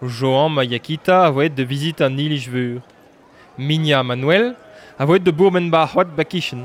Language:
Breton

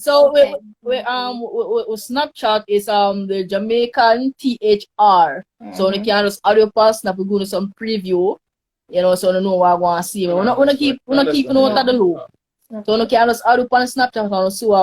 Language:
Jamaican Creole English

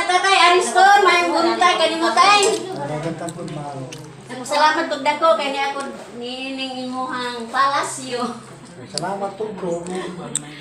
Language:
Cebuano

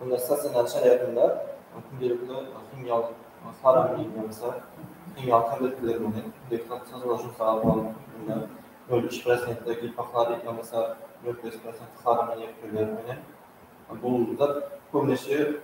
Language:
Kara-Kalpak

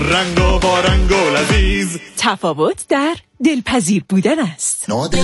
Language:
Persian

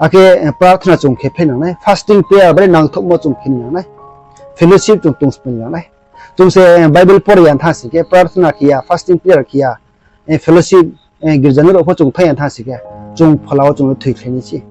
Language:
Riang (India)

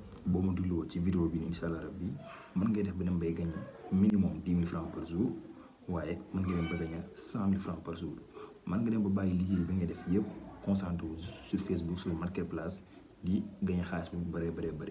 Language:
Wolof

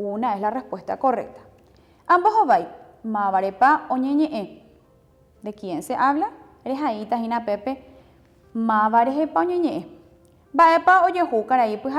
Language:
Guarani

